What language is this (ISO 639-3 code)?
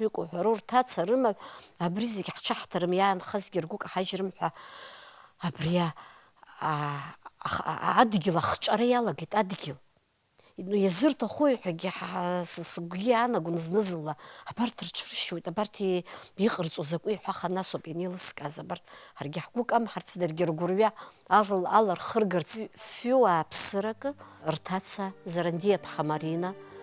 abk